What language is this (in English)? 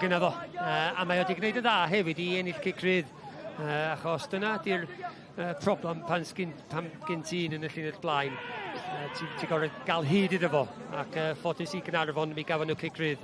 Welsh